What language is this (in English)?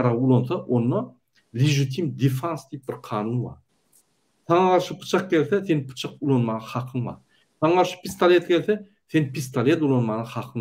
Turkmen